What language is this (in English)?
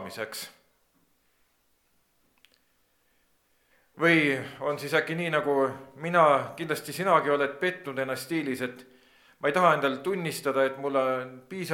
Estonian